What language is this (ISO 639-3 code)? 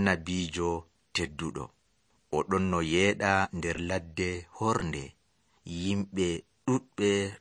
fuv